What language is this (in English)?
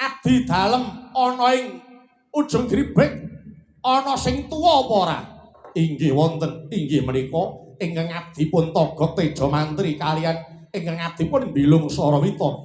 Javanese